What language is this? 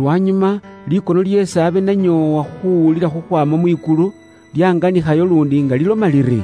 Luyia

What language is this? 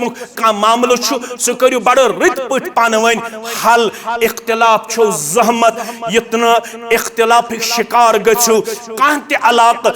Kashmiri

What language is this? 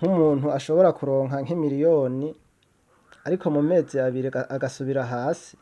Rundi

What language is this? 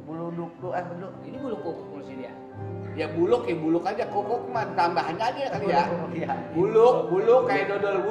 Betawi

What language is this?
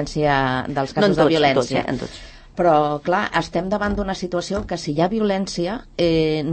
Catalan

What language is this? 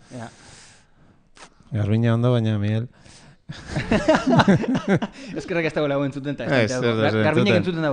Basque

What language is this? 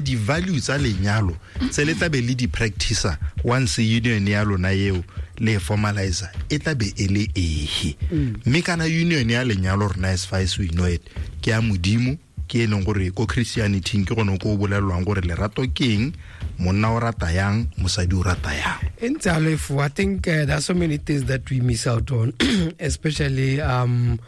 Tswana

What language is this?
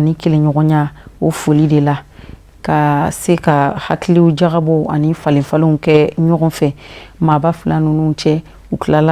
Bambara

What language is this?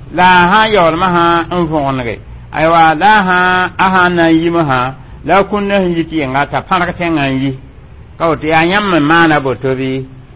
Mossi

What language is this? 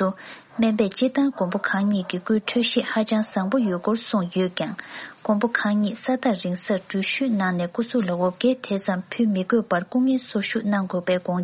Tibetan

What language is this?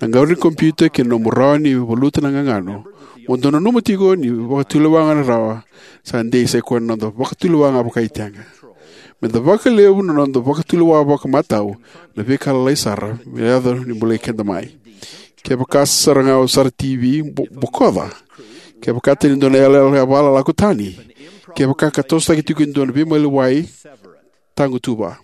Fijian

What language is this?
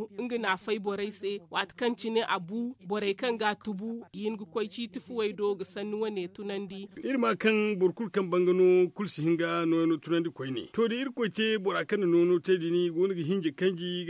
Zarma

